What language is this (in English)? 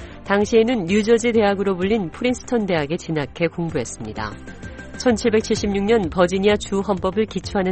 Korean